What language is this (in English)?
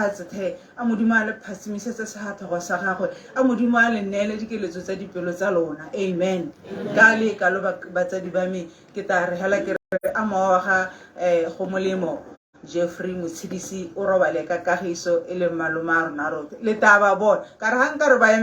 Tswana